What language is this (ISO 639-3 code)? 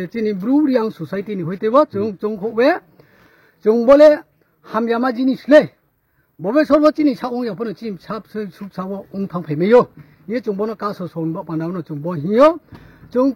trp